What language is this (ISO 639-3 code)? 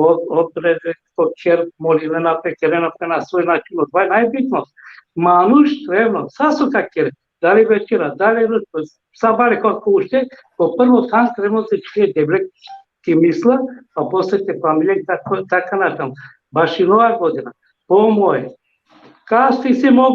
rmn